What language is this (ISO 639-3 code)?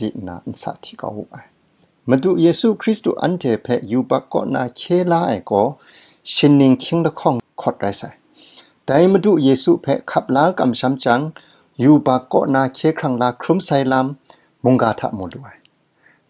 kac